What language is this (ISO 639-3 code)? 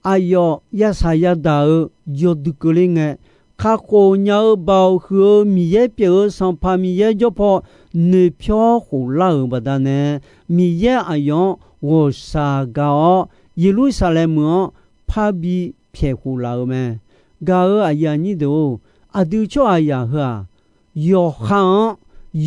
ahk